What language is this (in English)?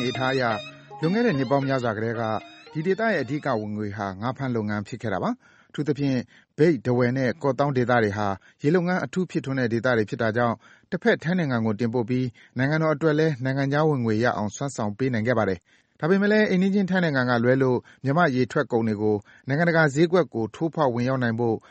Burmese